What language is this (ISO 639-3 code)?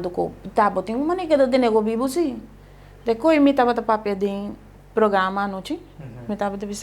pap